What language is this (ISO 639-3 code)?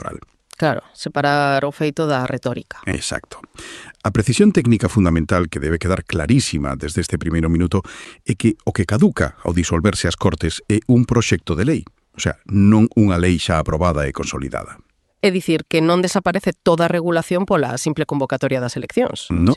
glg